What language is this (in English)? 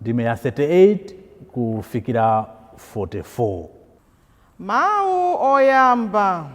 Nyanja